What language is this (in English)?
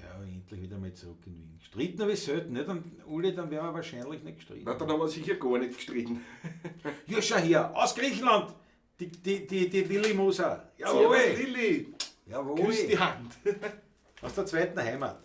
Bavarian